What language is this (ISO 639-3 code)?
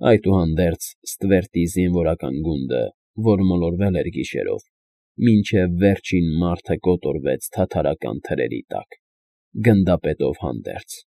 hye